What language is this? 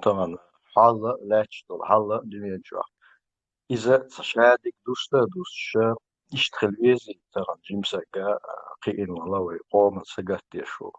Chechen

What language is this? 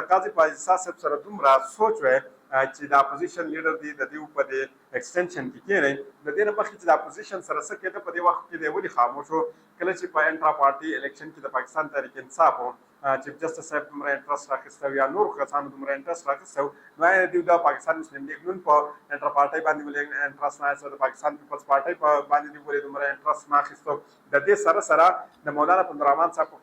Pashto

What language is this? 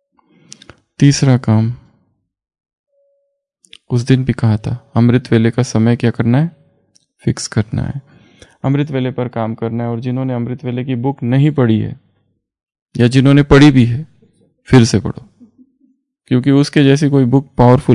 Hindi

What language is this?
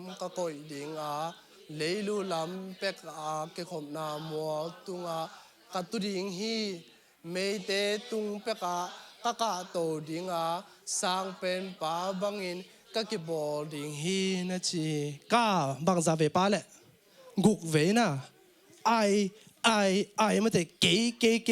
Tedim Chin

